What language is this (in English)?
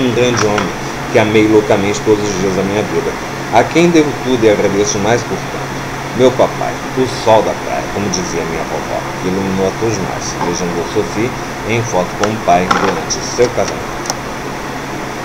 Portuguese